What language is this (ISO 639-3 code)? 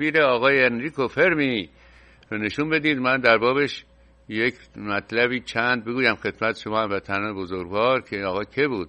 fas